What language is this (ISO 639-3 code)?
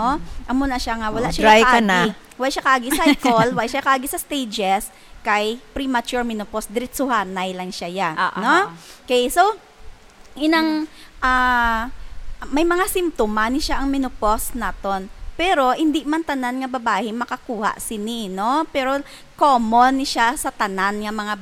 hil